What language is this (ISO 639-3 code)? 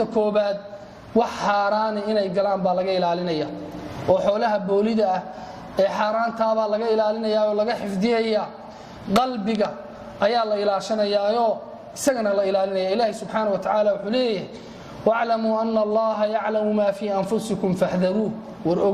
som